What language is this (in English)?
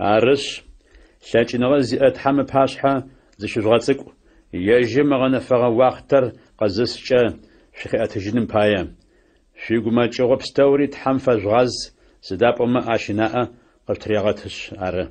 Adyghe